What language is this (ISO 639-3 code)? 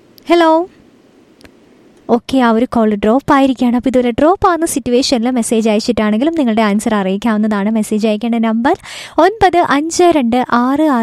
mal